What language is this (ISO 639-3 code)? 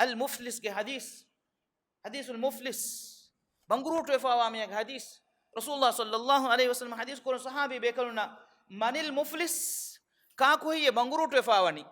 div